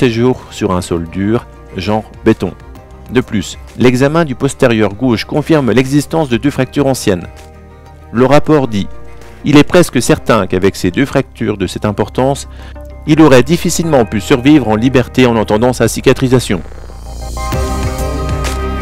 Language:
French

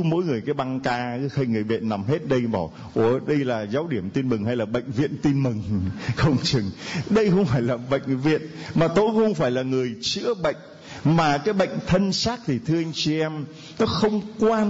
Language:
Vietnamese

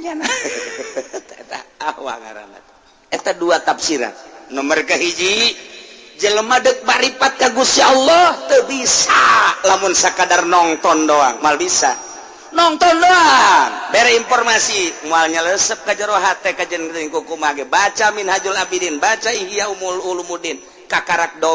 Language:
Sundanese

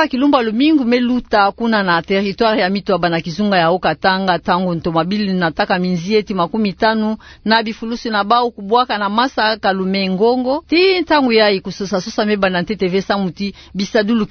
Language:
Kituba (Democratic Republic of Congo)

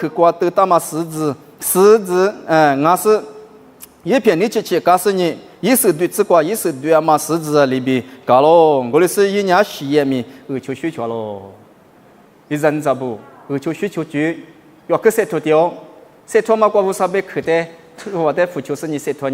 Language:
Lisu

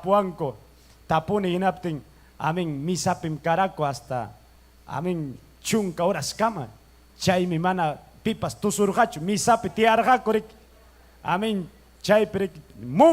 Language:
Ayacucho Quechua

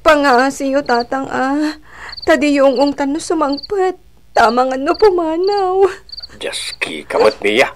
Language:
Iloko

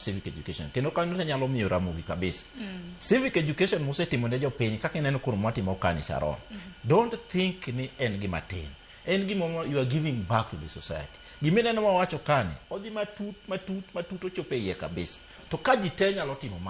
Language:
Luo (Kenya and Tanzania)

